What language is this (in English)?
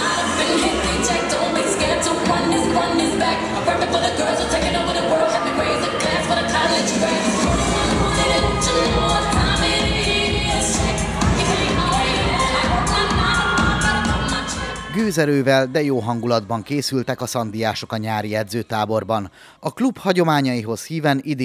Hungarian